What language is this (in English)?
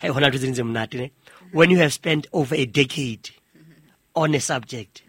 Southern Sotho